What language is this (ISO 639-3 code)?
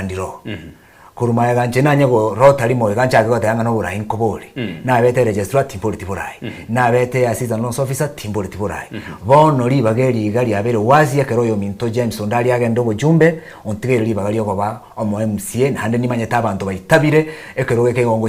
guz